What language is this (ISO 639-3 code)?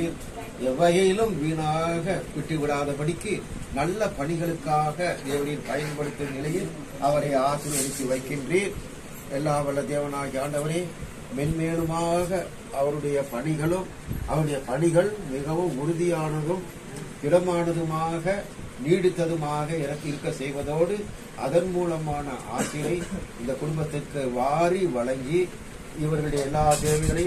tam